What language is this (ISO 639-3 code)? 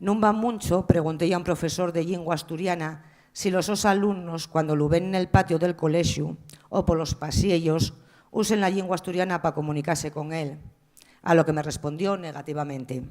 ast